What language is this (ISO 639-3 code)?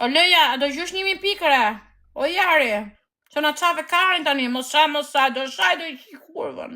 sqi